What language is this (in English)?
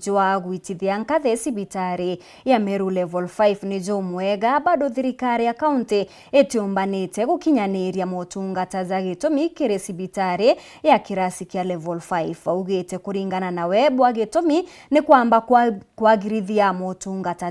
Meru